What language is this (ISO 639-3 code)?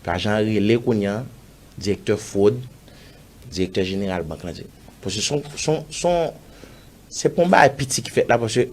hat